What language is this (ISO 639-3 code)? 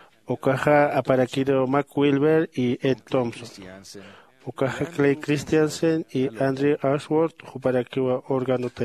aym